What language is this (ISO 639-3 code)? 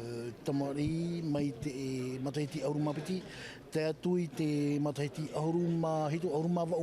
tah